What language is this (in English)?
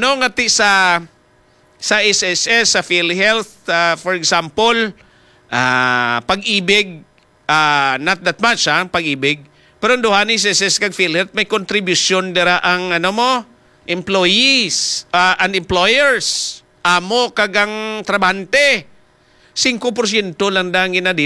Hiligaynon